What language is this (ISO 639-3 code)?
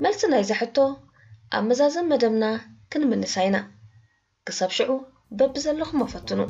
tir